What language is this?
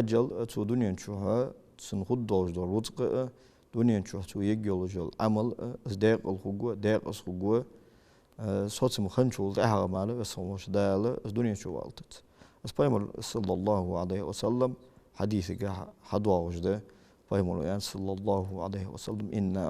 Ingush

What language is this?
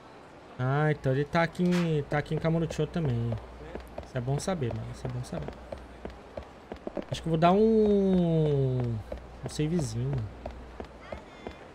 Portuguese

